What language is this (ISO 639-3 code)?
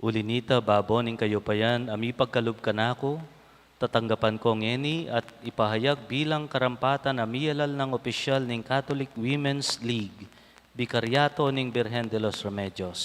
pam